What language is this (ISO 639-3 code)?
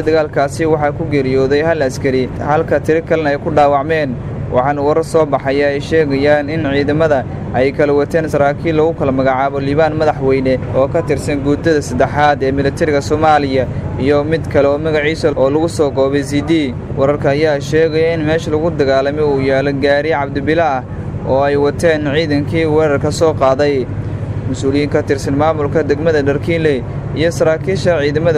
som